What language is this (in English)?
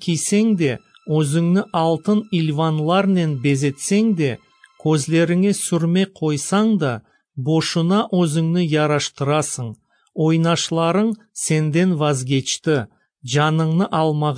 Crimean Tatar